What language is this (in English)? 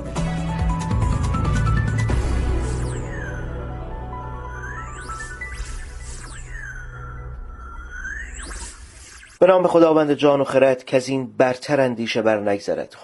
Persian